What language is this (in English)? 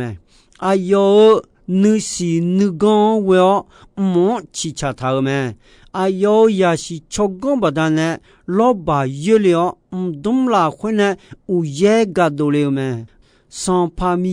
Akha